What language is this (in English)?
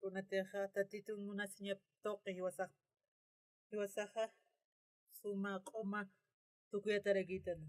Aymara